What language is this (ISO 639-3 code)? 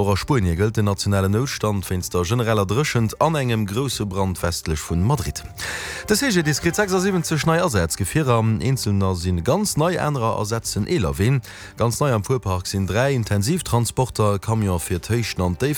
ltz